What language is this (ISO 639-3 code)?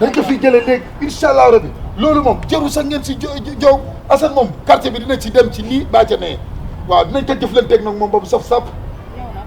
wol